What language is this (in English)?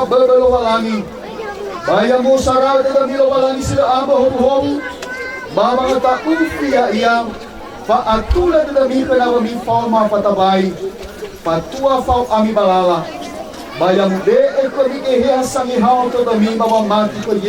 Nias